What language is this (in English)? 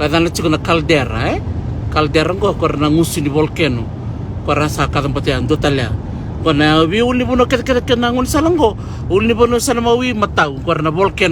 Fijian